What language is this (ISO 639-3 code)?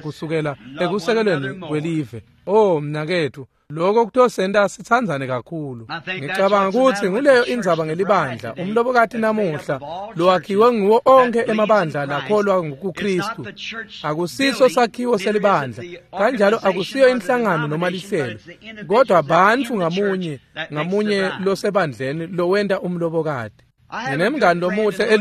ssw